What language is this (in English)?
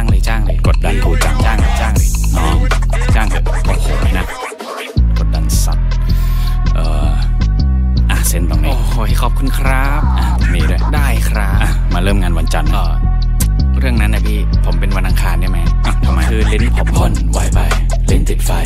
Thai